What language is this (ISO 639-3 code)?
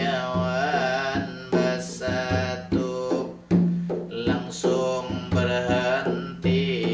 bjn